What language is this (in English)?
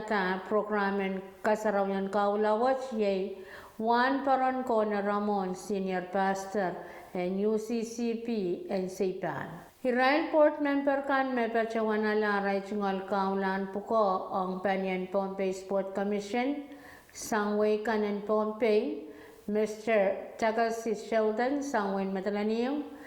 Pohnpeian